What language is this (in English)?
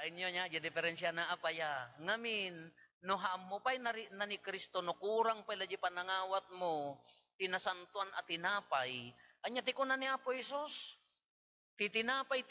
Iloko